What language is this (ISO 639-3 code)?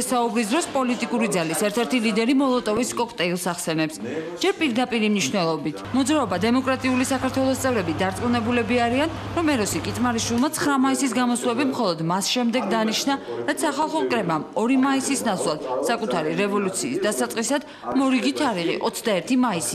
kat